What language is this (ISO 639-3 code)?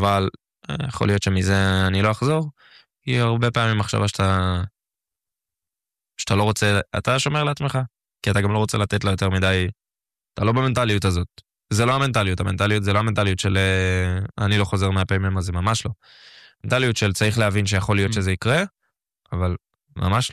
heb